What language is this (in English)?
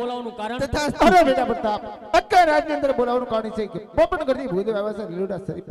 Gujarati